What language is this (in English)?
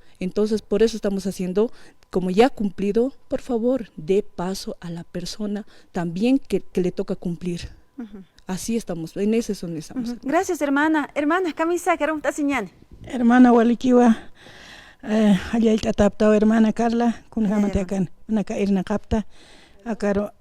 Aymara